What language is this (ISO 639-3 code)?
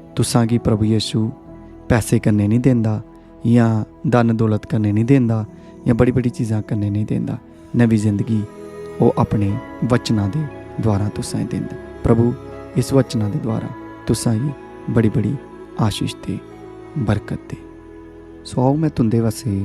doi